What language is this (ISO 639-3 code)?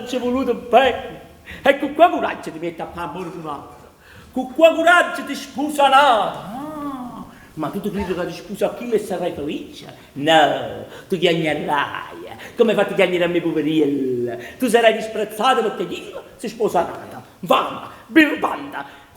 nap